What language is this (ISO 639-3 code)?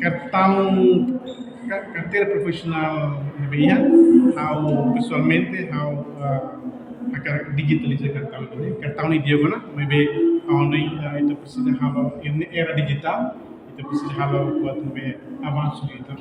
tet